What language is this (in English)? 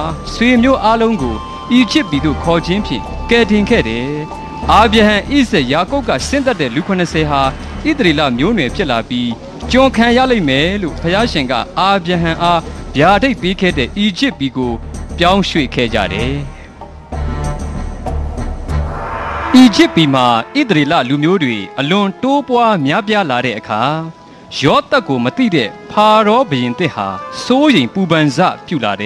Burmese